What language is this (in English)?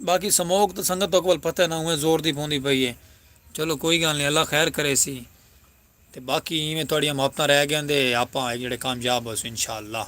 Saraiki